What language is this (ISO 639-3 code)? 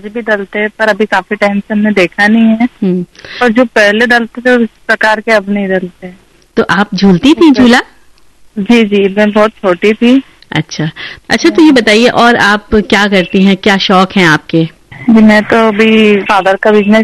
hin